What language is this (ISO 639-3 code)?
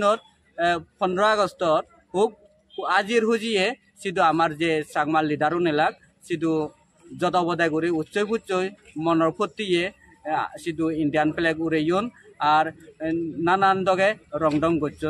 ccp